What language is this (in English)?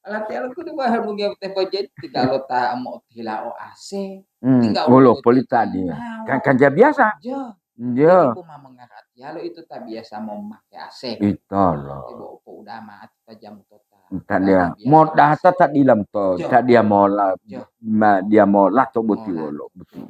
Gorontalo